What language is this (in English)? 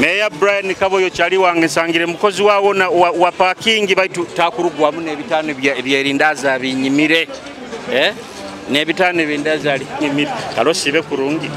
Nyoro